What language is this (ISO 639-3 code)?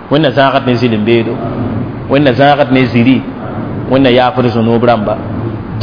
mos